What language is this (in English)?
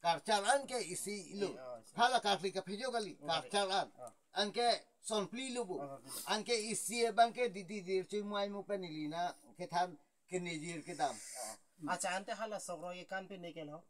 Karbi